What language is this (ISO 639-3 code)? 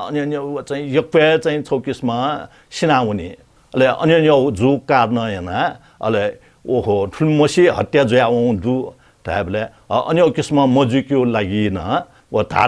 new